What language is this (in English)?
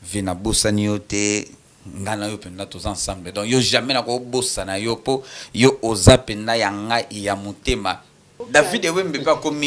Lingala